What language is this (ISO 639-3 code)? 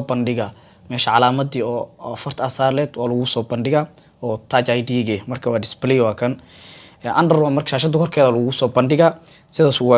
som